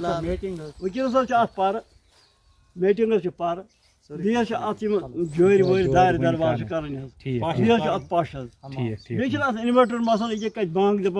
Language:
Kashmiri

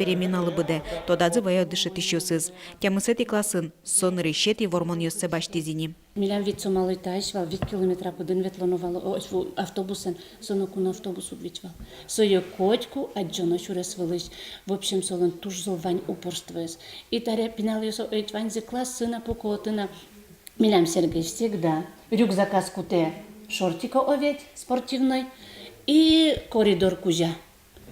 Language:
Udmurt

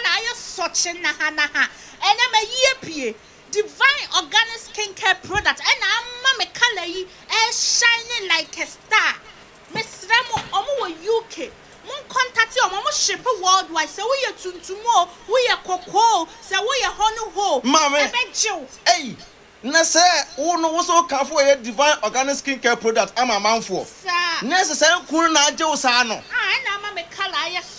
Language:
Akan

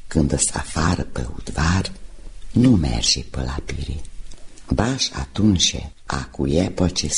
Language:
Romanian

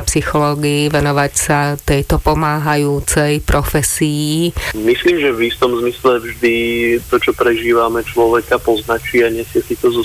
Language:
Slovak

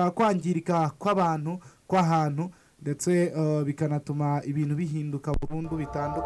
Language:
Kinyarwanda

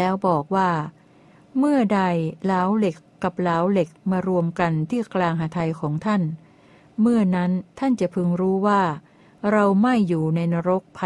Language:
Thai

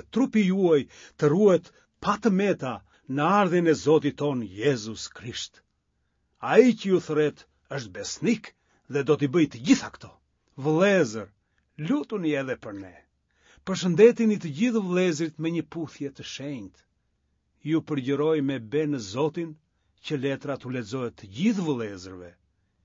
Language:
Albanian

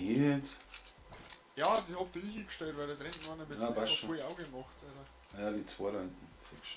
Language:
Bavarian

